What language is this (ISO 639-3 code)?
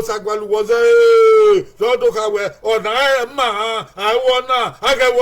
bin